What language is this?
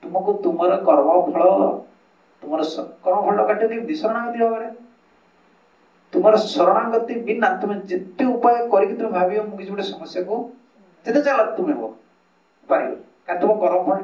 Odia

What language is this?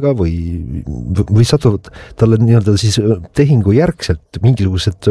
Estonian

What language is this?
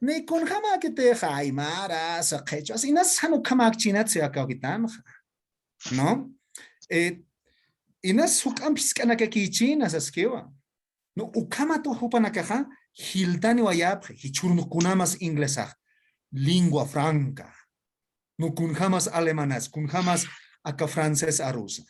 Aymara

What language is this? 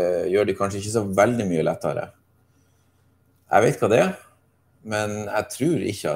Norwegian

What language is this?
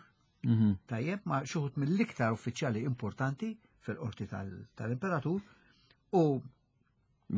Maltese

